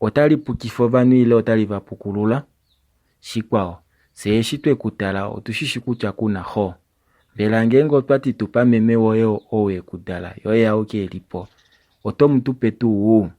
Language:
Kuanyama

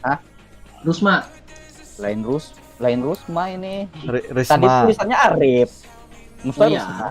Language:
Banjar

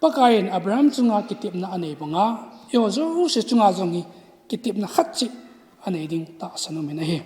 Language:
Thado Chin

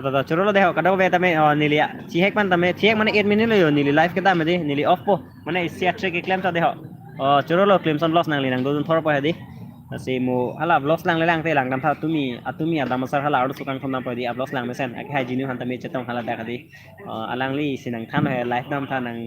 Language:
Karbi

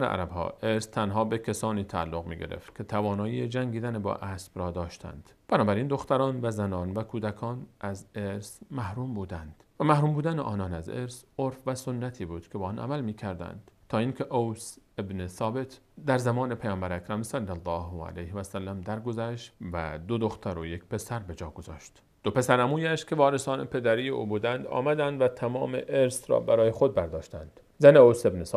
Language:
Persian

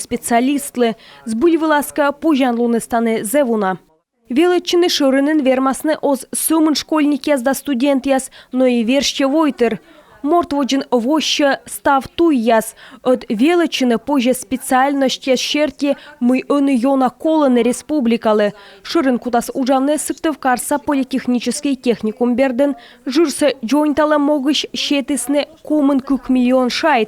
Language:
Komi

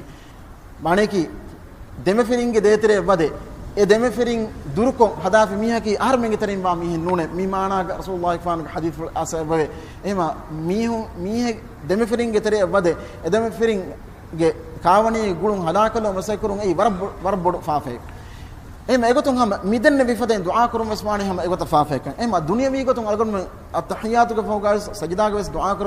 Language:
Divehi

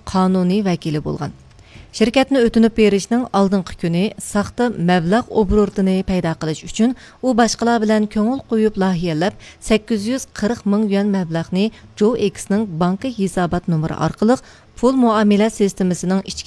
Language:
Uyghur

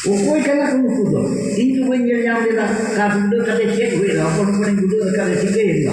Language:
Santali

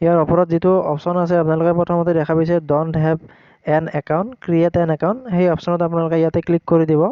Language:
Assamese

